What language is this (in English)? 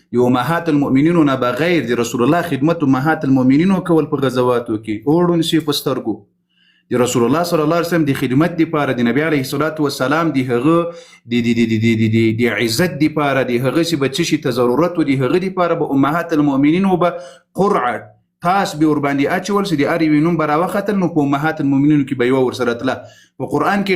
Pashto